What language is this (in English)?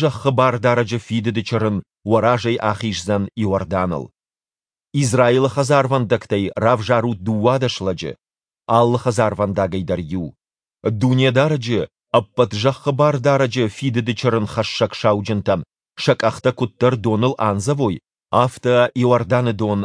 Ossetic